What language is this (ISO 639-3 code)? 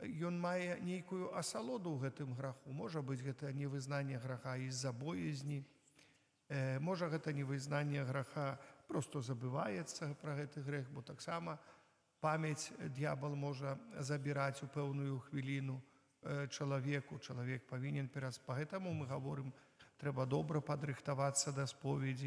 bel